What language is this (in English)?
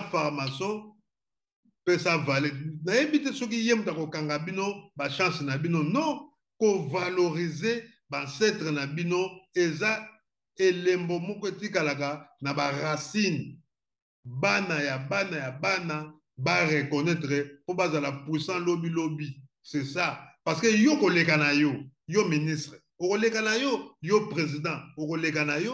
Lingala